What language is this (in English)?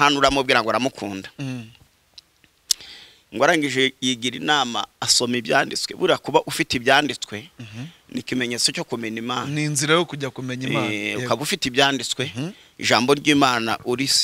Kinyarwanda